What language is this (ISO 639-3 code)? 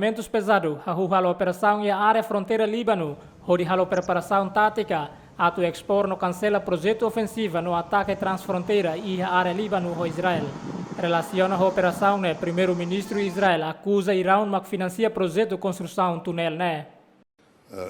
tet